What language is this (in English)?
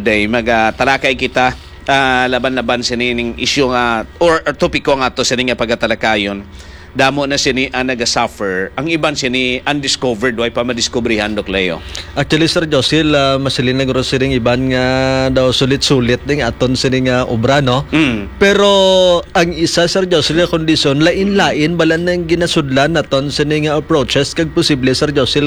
Hiligaynon